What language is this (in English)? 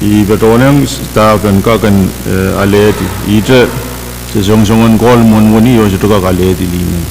Pohnpeian